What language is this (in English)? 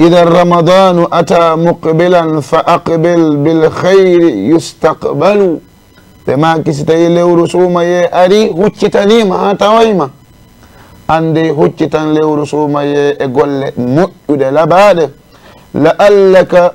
Fula